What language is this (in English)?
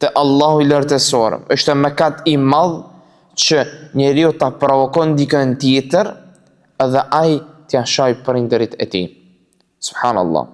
Albanian